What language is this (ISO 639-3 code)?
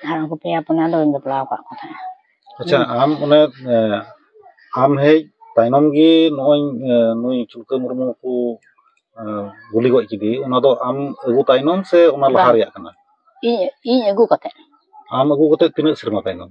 sat